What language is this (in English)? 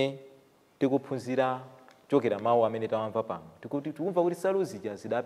Nyanja